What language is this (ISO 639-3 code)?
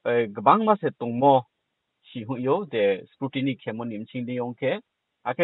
ria